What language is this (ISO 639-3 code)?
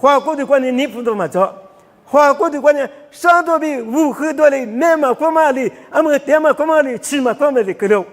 lis